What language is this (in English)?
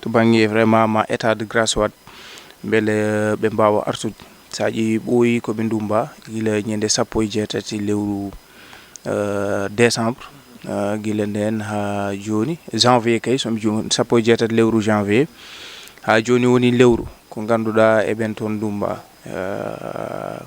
Fula